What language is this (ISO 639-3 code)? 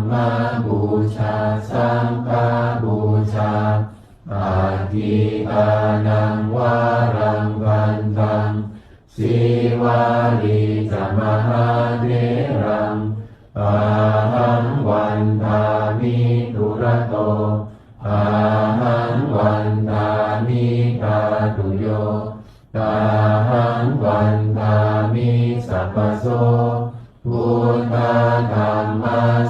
pli